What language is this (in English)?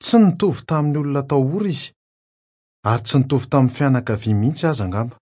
Malagasy